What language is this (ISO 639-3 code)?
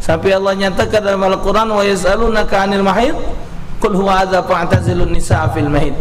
mui